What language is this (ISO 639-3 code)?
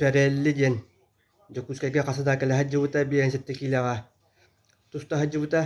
sah